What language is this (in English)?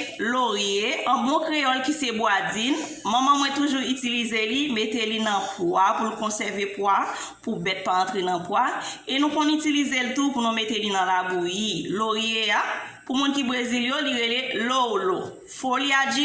Haitian Creole